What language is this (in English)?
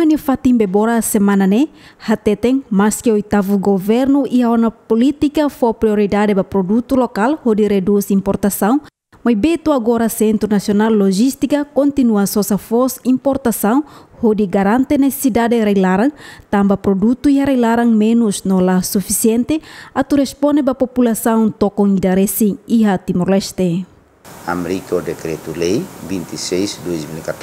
Tetum